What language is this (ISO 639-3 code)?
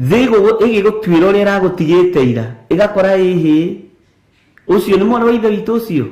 kik